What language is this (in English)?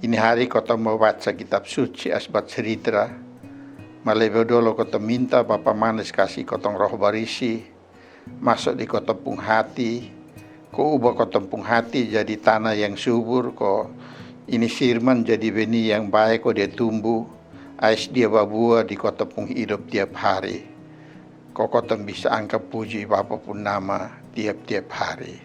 Kupang Malay